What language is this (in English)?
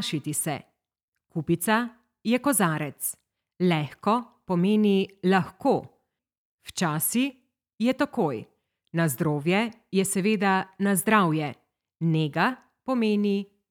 Slovenian